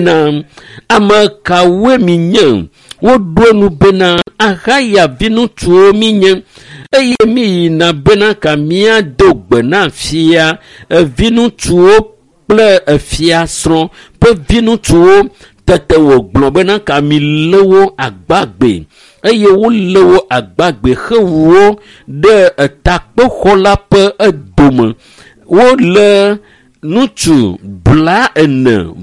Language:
Ewe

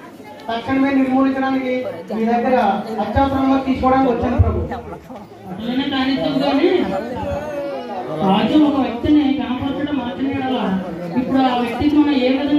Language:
Telugu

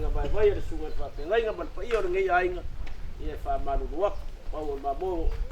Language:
Samoan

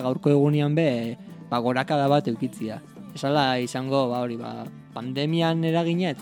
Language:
Basque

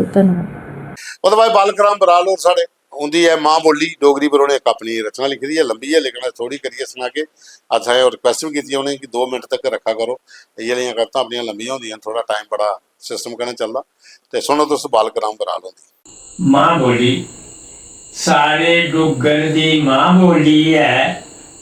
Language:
Dogri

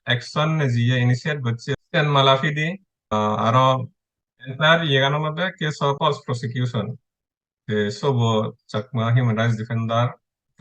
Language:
Chakma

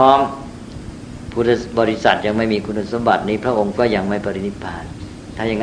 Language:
Thai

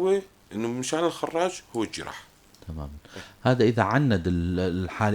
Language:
North Levantine Arabic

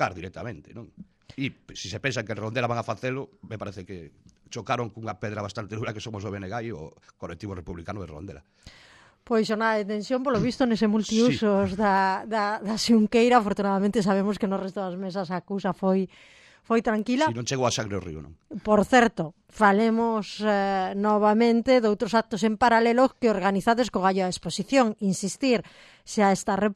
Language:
Galician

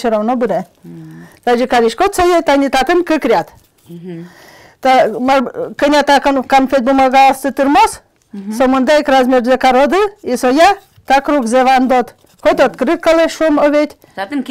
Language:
Udmurt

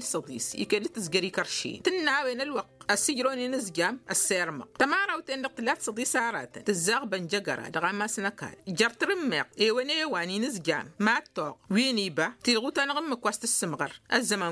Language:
Tamasheq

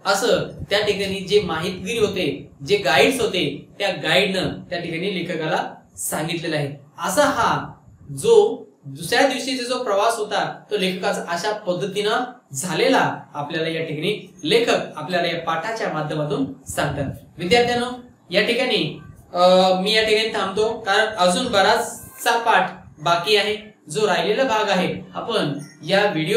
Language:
Marathi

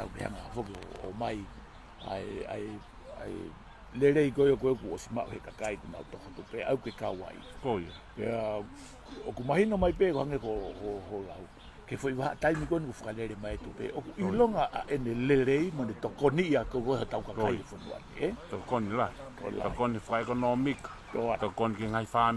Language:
Tongan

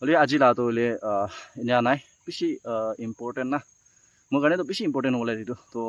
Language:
Naga Pidgin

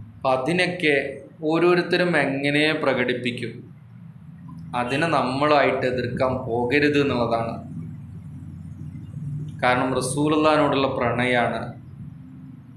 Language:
Malayalam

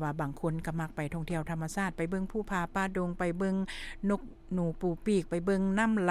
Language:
Lao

